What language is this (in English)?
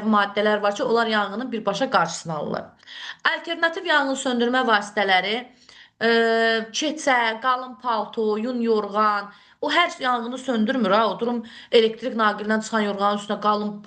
Azerbaijani